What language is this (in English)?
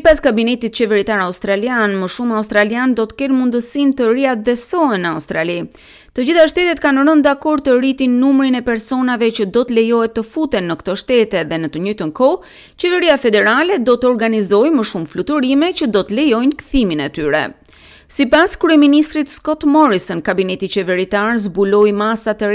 Albanian